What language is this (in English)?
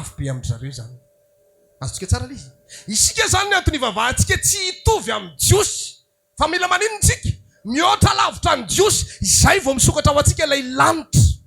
Malagasy